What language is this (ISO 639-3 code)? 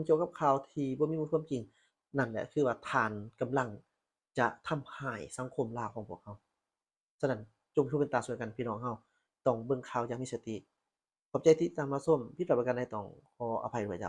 lao